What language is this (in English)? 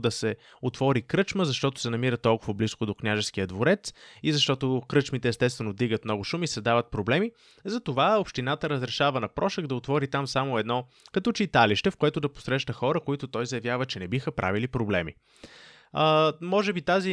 Bulgarian